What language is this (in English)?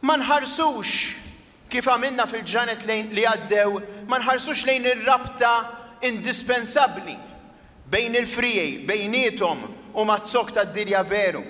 Maltese